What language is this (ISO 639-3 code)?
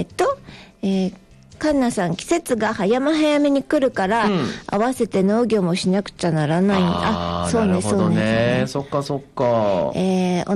jpn